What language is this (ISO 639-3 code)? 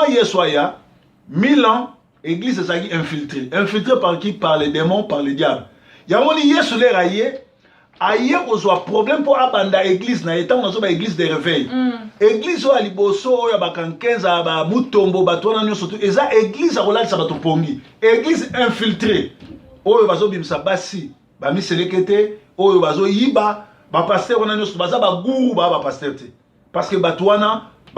lin